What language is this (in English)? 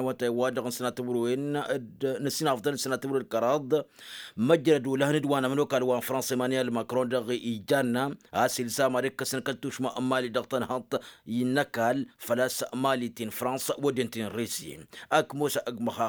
Tamasheq